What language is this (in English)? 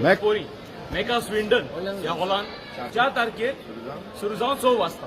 Konkani